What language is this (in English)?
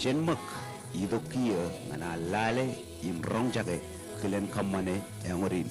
Marshallese